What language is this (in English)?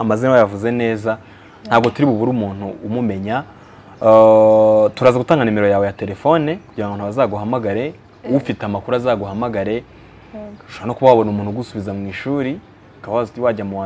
Kinyarwanda